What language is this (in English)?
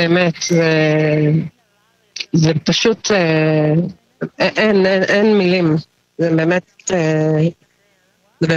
Hebrew